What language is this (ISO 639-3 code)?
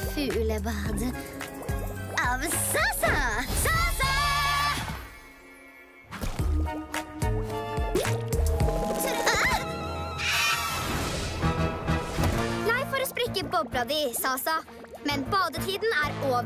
nor